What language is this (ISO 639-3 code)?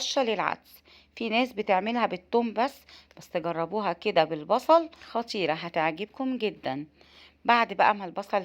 arz